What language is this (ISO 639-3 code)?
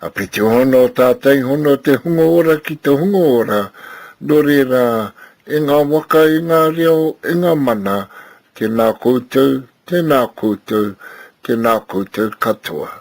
mri